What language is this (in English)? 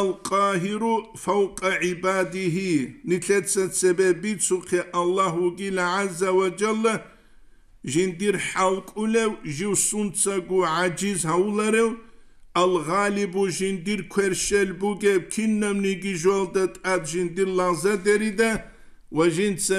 Avaric